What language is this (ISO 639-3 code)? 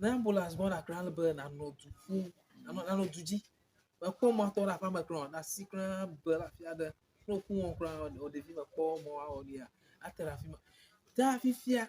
ewe